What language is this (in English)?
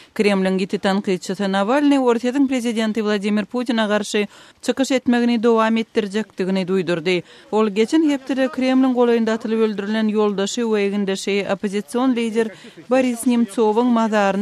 Turkmen